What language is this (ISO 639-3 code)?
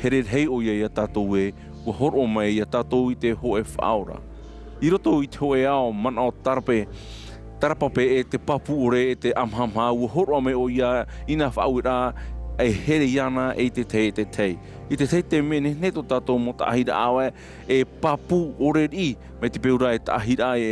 tah